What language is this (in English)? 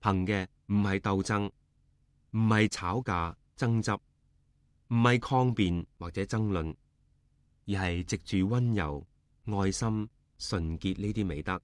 Cantonese